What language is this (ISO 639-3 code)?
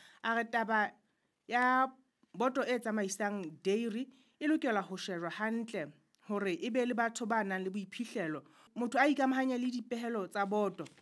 sot